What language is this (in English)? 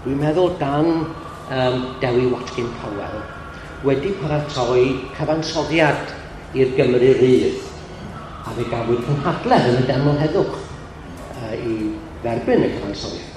Welsh